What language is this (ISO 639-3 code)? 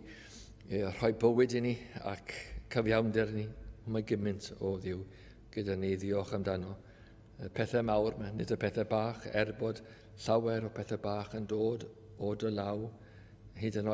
cym